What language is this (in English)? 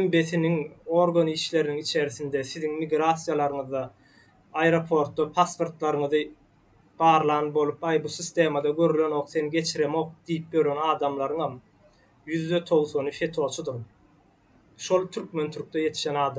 Turkmen